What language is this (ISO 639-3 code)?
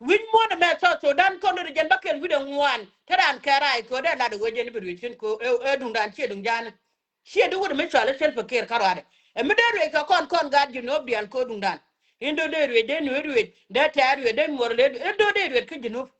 nus